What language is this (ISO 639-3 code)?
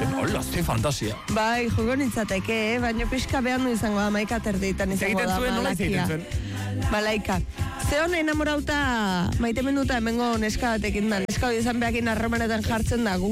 eus